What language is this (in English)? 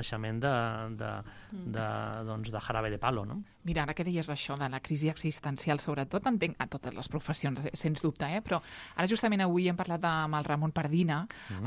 Catalan